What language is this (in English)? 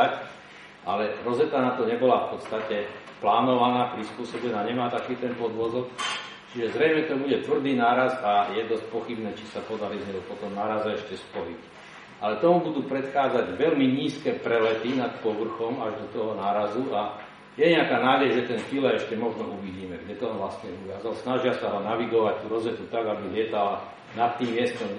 Slovak